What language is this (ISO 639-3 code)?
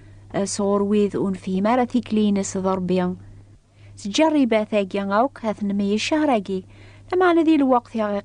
kab